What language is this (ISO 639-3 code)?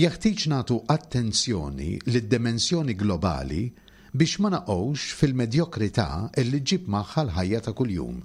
mlt